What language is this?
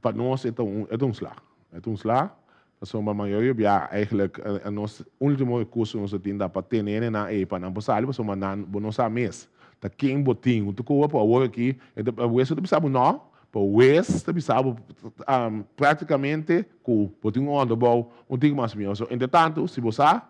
Papiamento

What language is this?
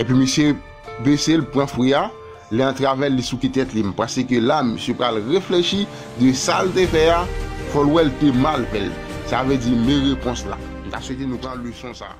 Haitian Creole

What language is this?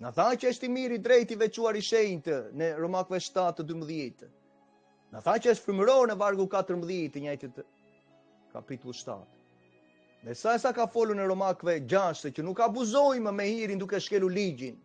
Albanian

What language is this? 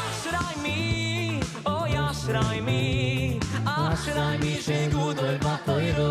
Yiddish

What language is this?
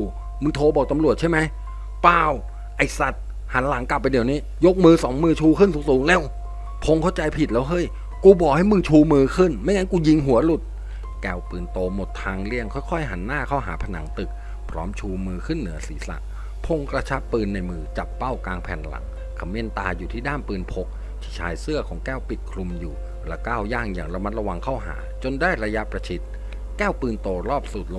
Thai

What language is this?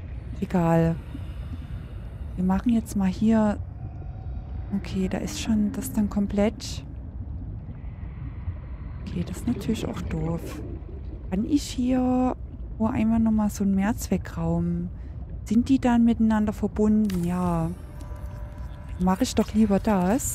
German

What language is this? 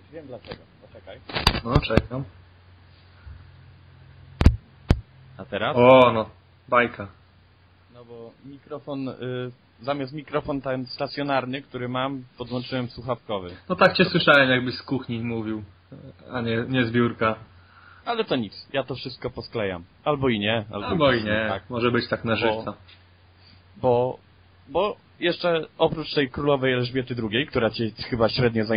Polish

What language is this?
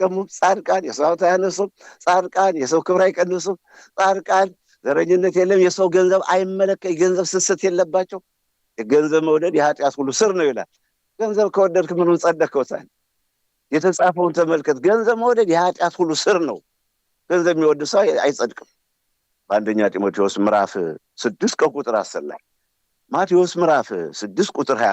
Amharic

